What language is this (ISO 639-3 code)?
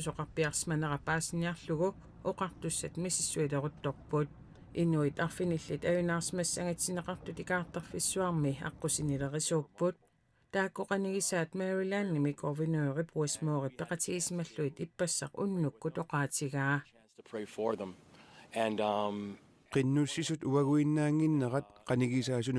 kal